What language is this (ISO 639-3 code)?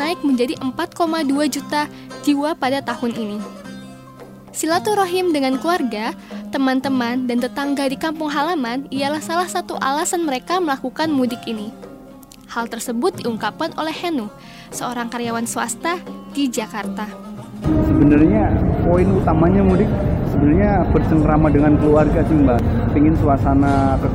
ind